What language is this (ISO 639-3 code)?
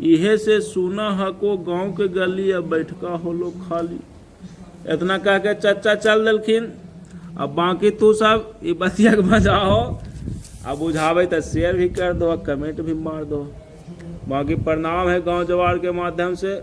mag